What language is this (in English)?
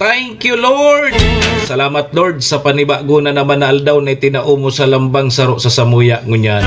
Bikol